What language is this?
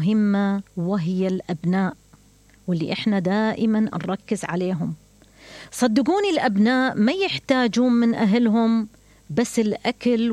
Mesopotamian Arabic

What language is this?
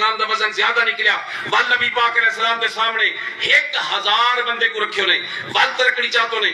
Saraiki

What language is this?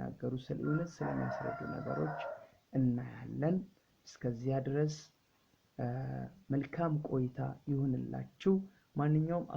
Amharic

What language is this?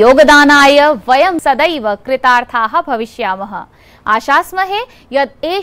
Sanskrit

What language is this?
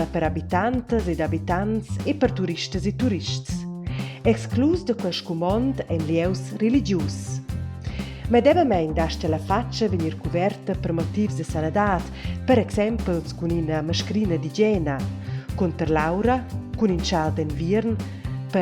Romansh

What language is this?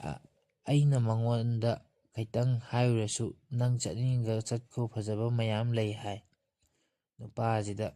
Manipuri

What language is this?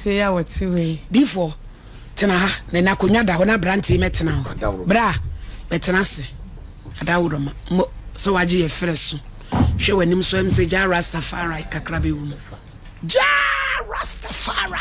Akan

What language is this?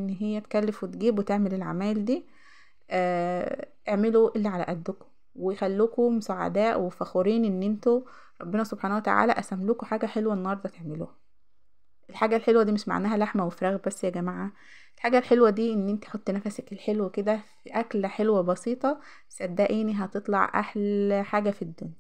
Egyptian Arabic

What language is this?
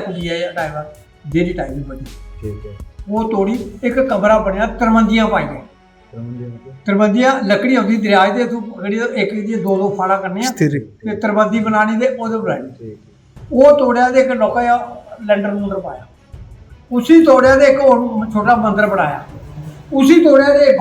Dogri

